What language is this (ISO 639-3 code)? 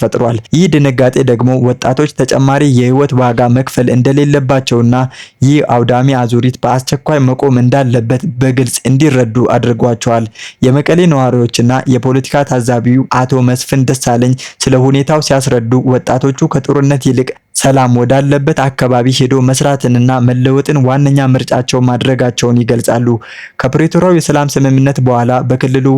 amh